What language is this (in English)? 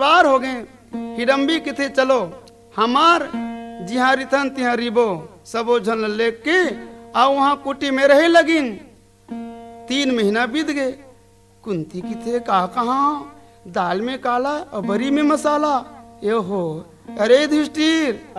Chhattisgarhi